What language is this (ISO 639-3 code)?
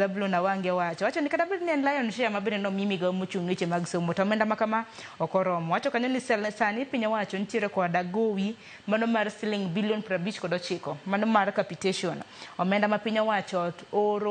luo